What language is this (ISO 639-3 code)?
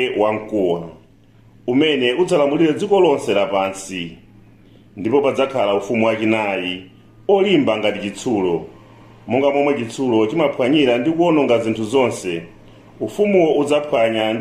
nya